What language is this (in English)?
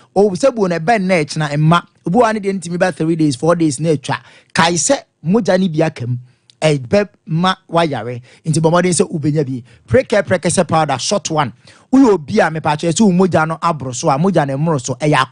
Akan